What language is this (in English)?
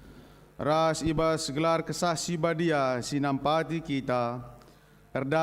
Batak Karo